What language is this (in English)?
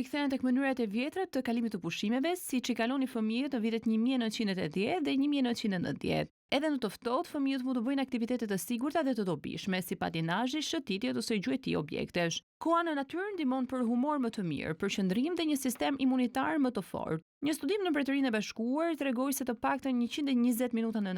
Albanian